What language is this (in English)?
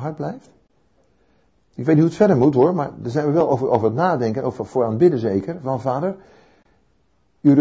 Dutch